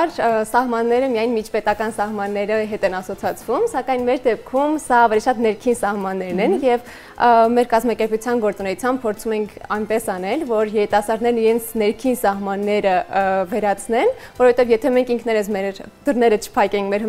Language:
Armenian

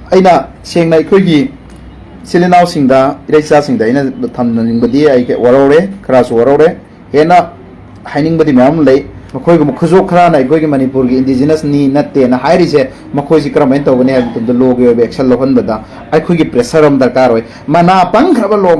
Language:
Manipuri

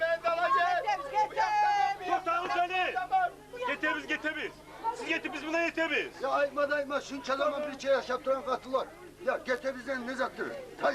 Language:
Kumyk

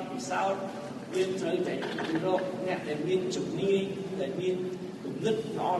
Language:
Khmer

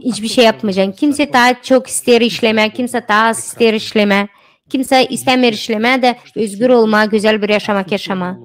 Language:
Gagauz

